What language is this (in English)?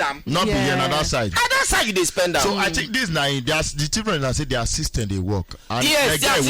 Nigerian Pidgin